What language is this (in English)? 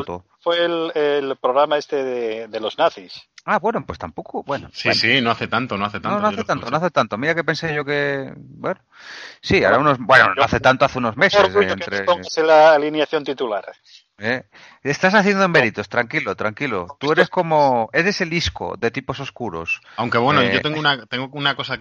Spanish